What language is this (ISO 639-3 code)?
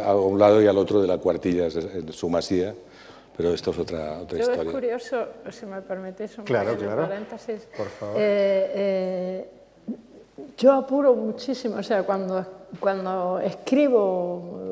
spa